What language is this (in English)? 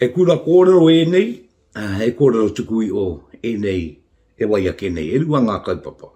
Māori